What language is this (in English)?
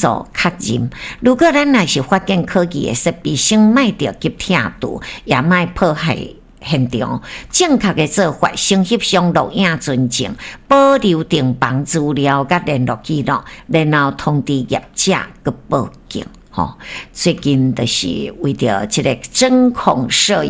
Min Nan Chinese